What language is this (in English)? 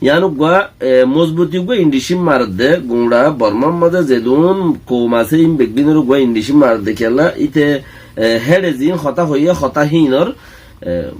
Rohingya